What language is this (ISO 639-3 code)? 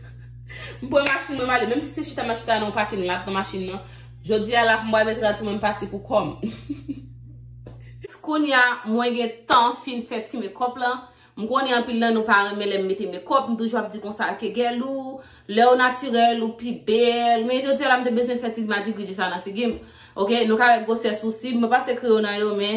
hat